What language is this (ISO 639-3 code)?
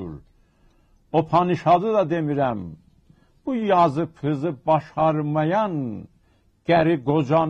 azb